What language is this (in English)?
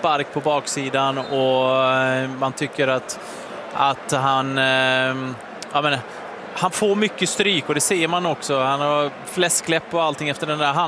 Swedish